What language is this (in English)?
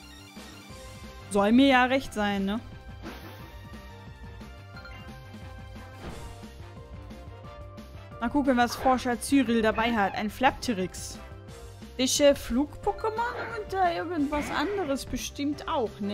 German